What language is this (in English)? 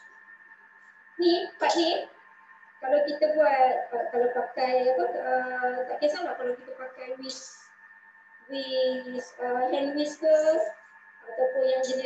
Malay